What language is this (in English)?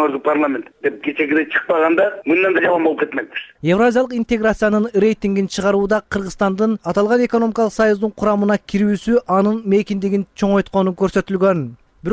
Kyrgyz